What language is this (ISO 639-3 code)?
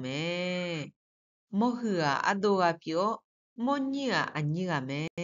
ahk